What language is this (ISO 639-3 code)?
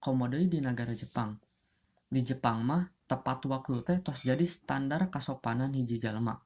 sun